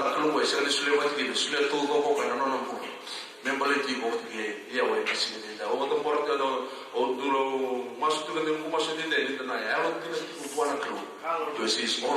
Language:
Fijian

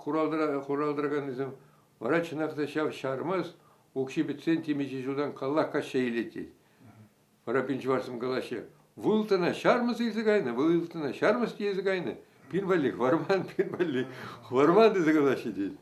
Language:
Chuvash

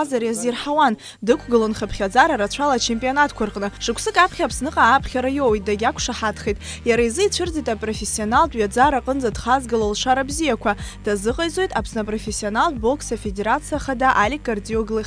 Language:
Abkhazian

